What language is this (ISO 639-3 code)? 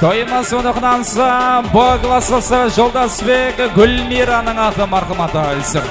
kaa